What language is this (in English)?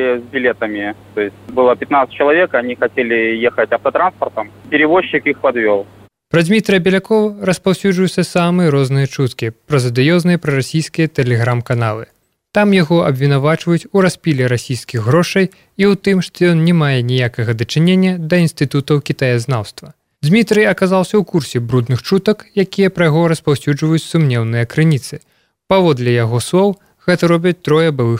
Belarusian